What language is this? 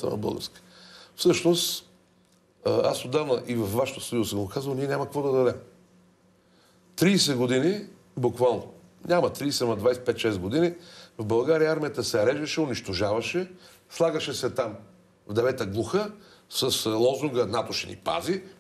Bulgarian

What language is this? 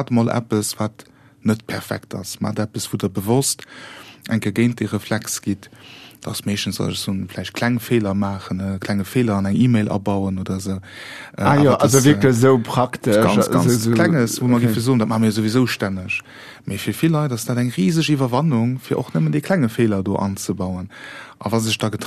Luxembourgish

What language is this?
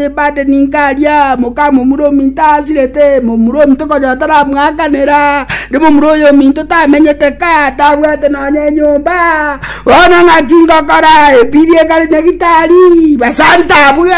Gusii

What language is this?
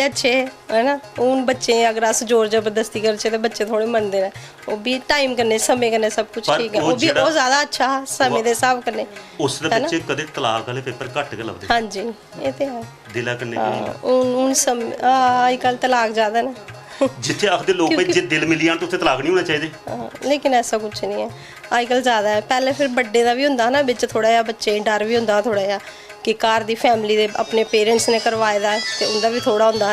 Dogri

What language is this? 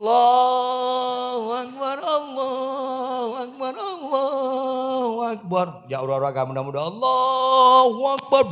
Achinese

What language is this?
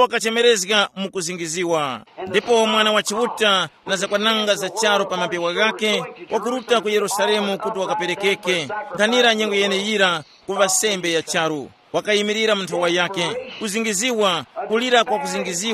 Tumbuka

